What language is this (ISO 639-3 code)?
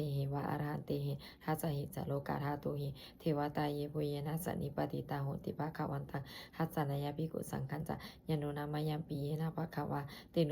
pli